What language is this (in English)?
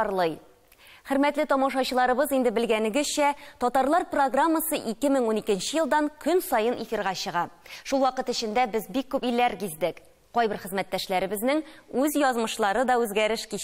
Tatar